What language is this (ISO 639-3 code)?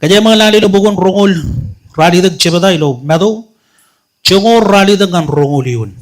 mah